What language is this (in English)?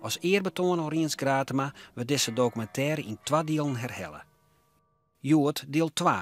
Western Frisian